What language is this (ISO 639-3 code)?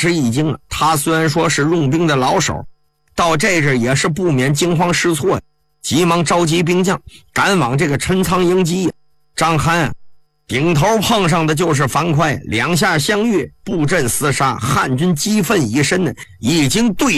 zho